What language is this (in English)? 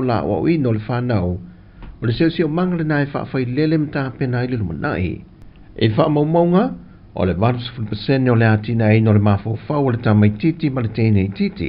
Samoan